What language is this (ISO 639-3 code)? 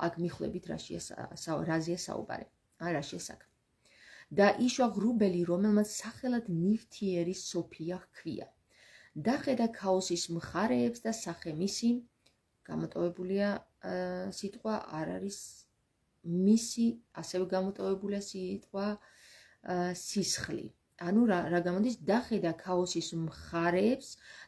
kat